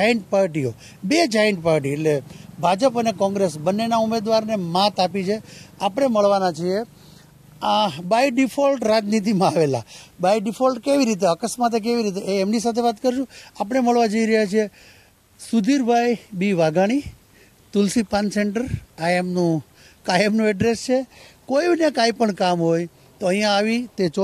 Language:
Gujarati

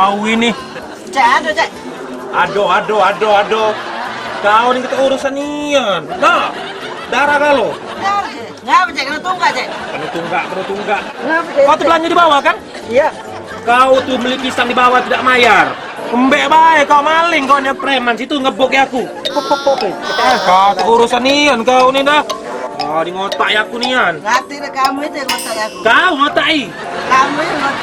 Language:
Musi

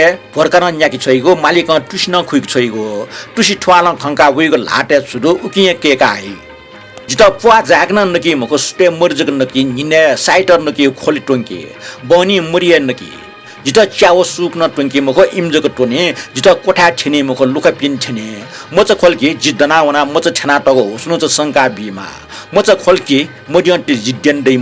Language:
Newari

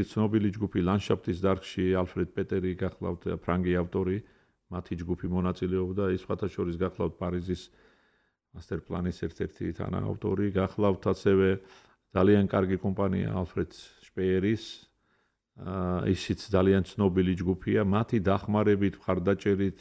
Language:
Georgian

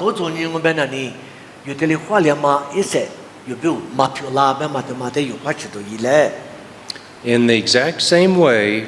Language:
Lisu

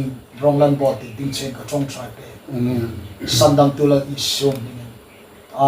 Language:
Hmar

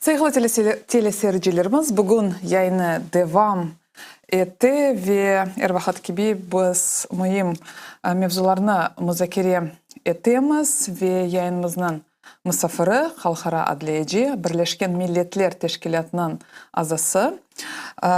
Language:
Crimean Tatar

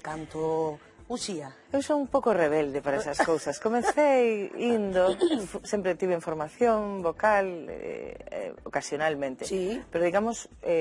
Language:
Galician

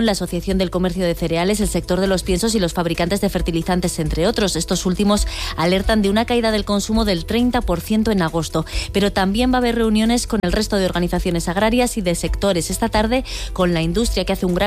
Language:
Spanish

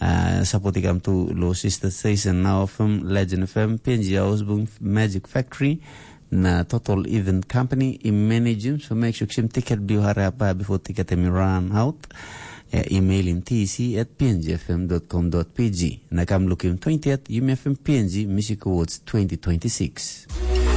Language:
Tok Pisin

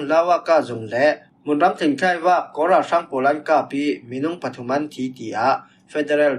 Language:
Falam Chin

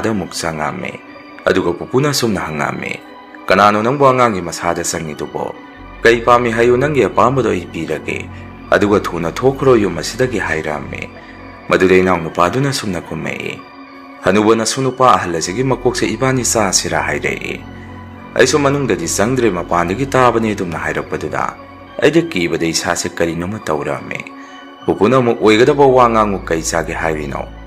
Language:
Manipuri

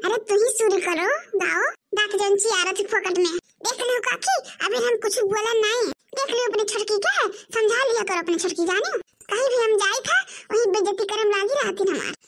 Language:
Awadhi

